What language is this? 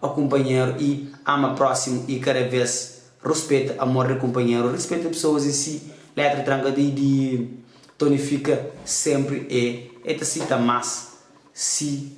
Kabuverdianu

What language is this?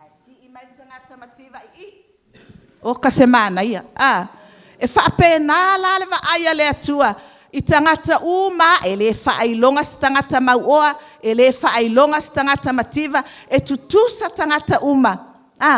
Samoan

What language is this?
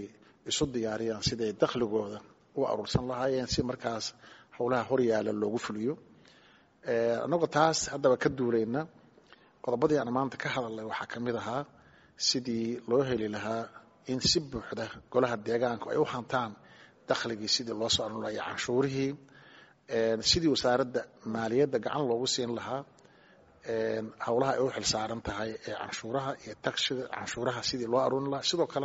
Somali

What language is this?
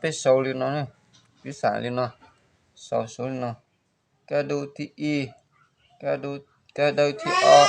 Hmong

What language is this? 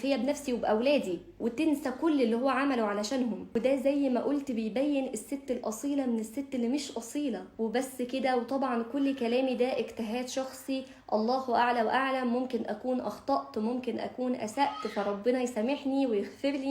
Egyptian Arabic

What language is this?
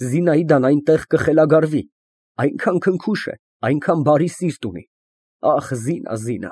Armenian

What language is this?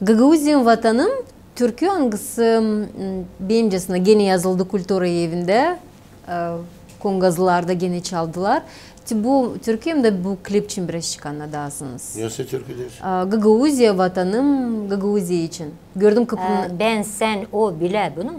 Gagauz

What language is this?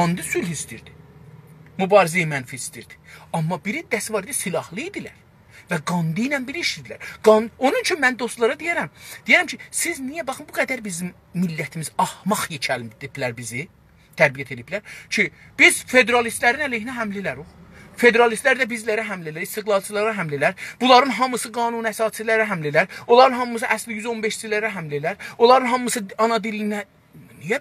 South Azerbaijani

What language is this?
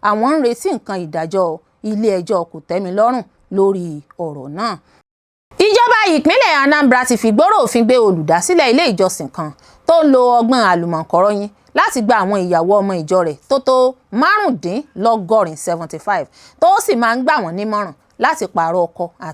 Yoruba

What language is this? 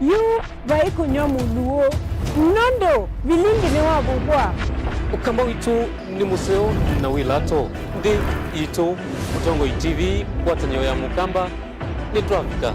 Kamba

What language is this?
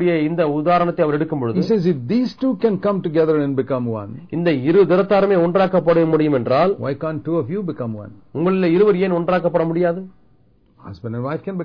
Tamil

